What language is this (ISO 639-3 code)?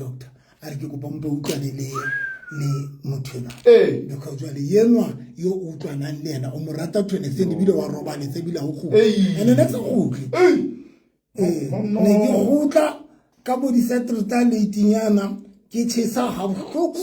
sot